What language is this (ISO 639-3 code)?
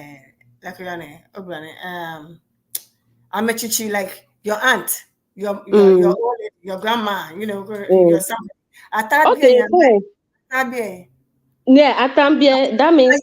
ewe